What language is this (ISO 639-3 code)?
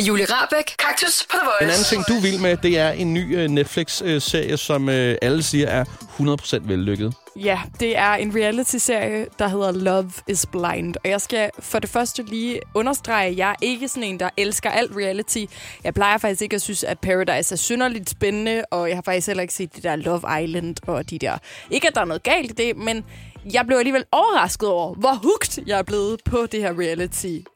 dan